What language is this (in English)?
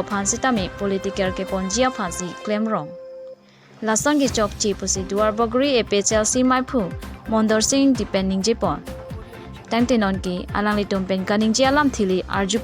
Karbi